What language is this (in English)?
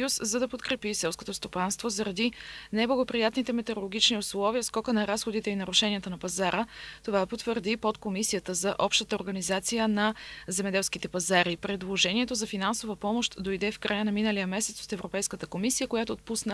Bulgarian